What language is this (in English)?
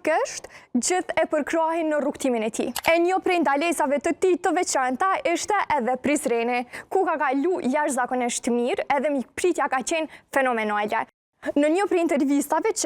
Albanian